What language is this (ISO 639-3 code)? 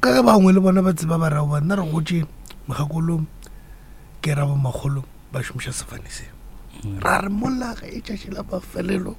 nso